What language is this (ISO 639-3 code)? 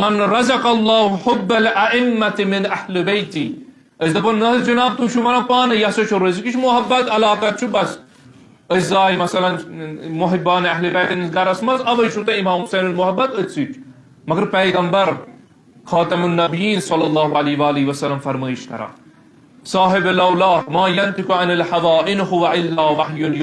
kas